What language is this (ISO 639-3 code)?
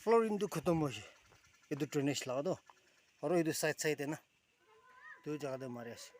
nag